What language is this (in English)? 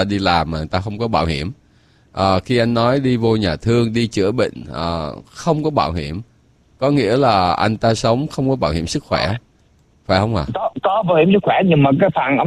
Vietnamese